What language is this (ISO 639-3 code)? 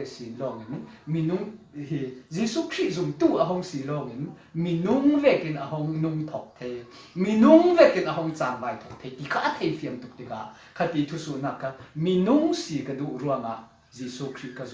cfm